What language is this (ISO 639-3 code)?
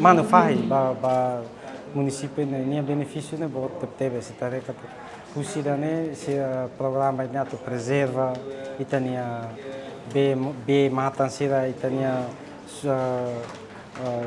tet